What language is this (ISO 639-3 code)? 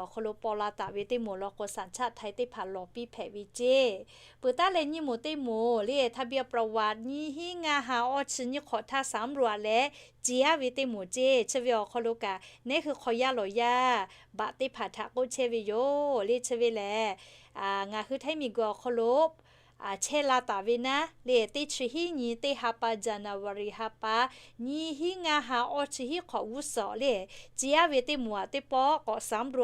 lhu